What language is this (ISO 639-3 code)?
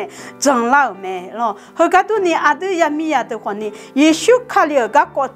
ahk